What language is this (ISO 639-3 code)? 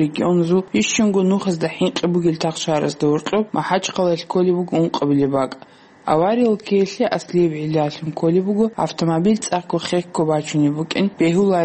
ava